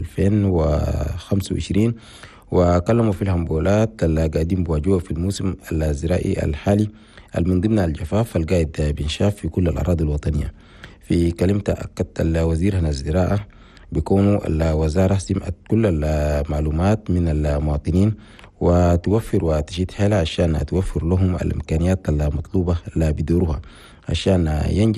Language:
Chadian Arabic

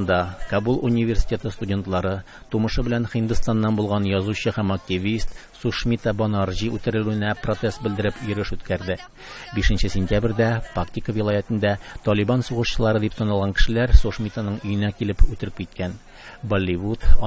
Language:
Tatar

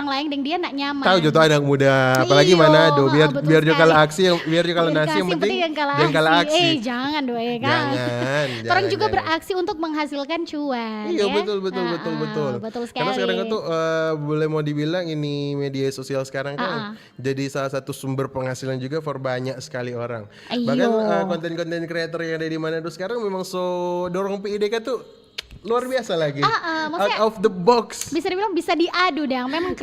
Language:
Manado Malay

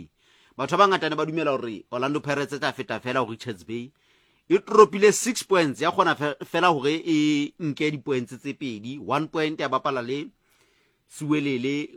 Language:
Southern Sotho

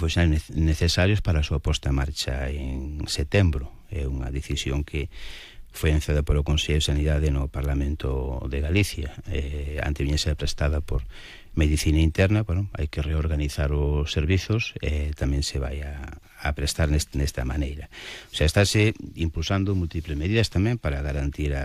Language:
Galician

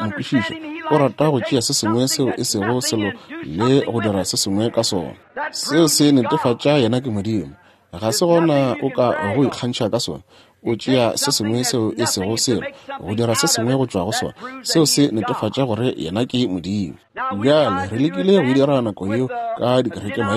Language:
Northern Sotho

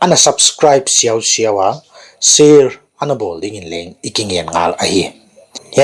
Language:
Paite Chin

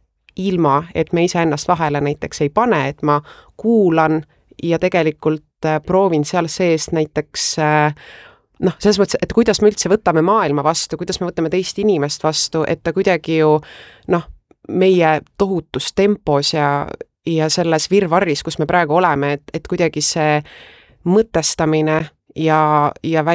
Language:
Estonian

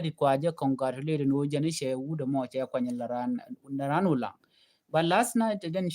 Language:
Nuer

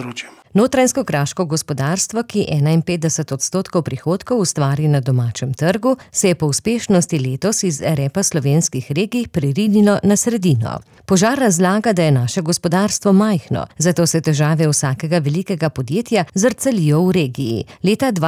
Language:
Slovenian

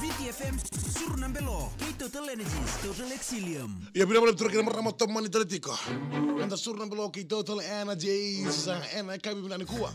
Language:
Fijian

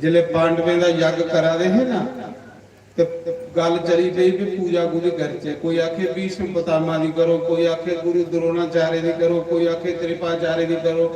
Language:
Dogri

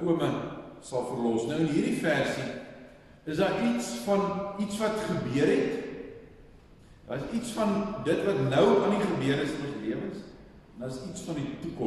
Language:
Afrikaans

